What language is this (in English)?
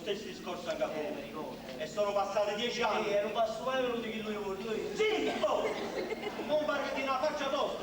Neapolitan